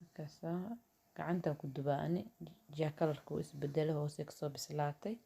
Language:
Somali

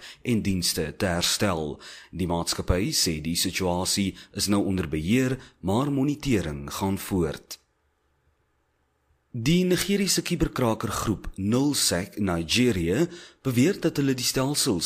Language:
Afrikaans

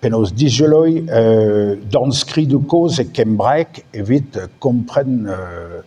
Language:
Breton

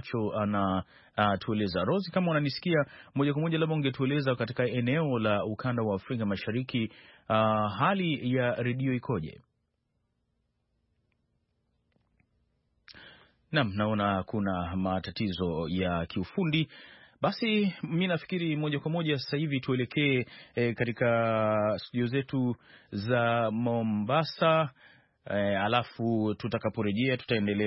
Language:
Swahili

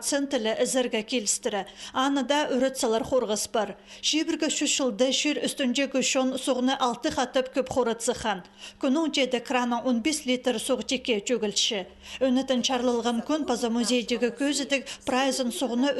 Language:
Khakas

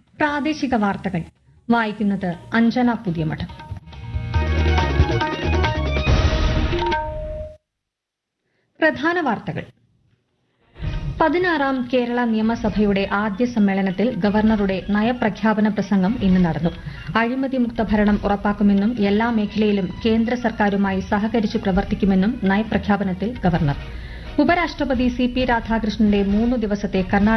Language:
Malayalam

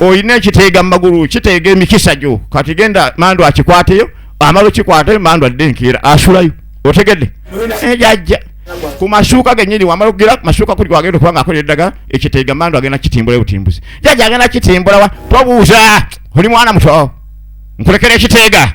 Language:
Ganda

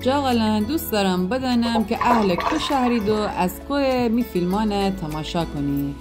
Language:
Gilaki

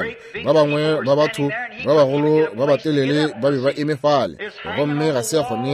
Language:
Northern Sotho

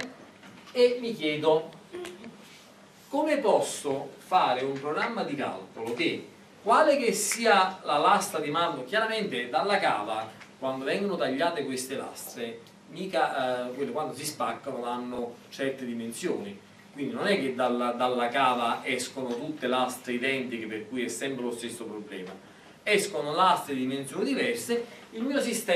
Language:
Italian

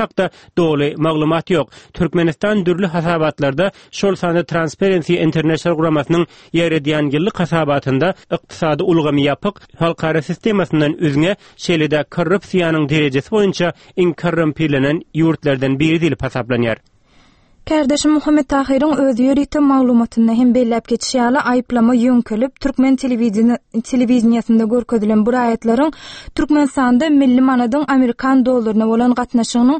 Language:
Turkmen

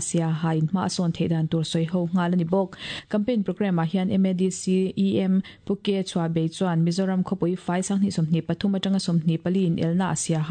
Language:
Mizo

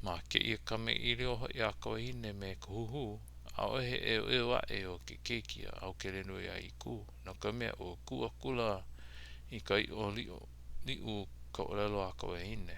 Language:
Hawaiian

